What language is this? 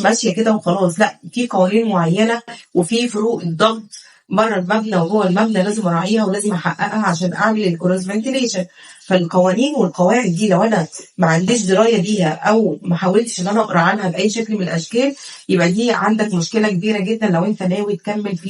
Egyptian Arabic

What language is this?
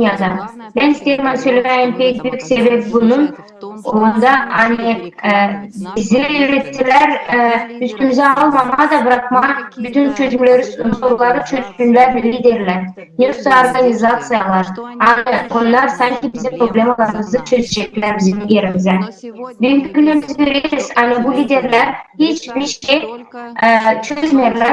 Gagauz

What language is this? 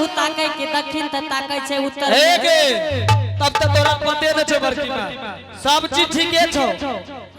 Angika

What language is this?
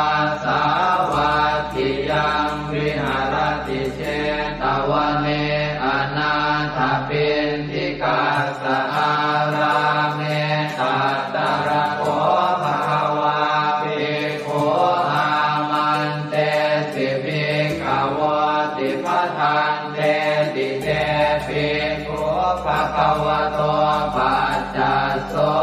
Pali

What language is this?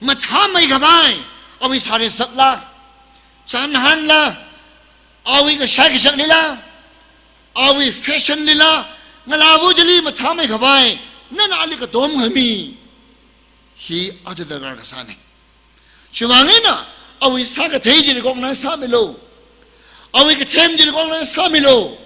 Tangkhul Naga (India)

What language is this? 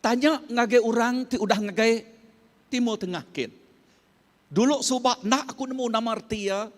Iban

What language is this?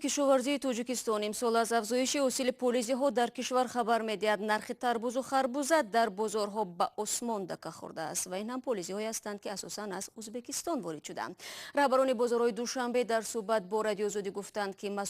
Tajik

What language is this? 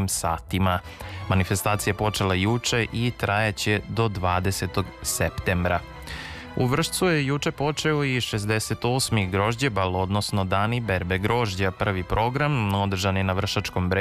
Serbian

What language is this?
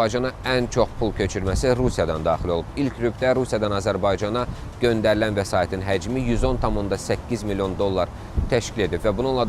Azerbaijani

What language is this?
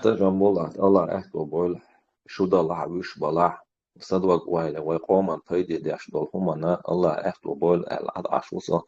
Chechen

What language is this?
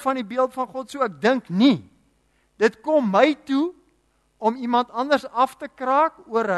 Afrikaans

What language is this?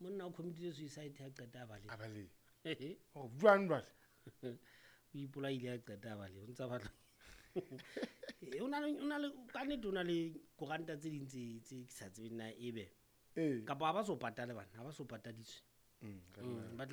Southern Sotho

